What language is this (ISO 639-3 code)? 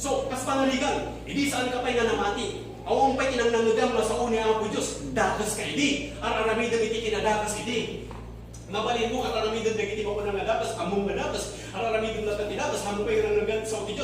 ilo